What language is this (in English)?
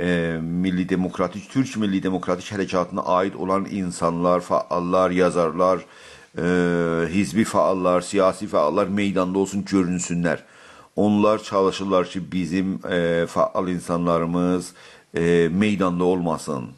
South Azerbaijani